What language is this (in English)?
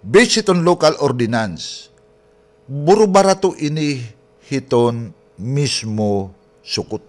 Waray